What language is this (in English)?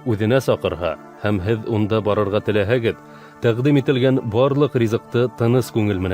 Bashkir